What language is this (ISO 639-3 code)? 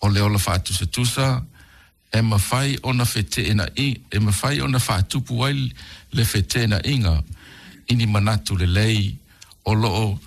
smo